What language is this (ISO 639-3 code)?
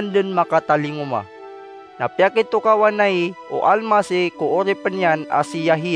mrw